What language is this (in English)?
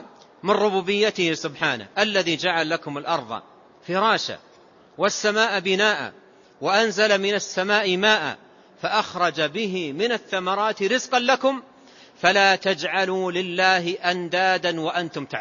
Arabic